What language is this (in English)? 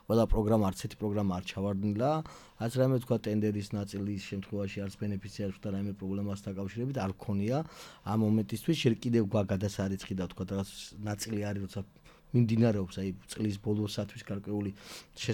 Georgian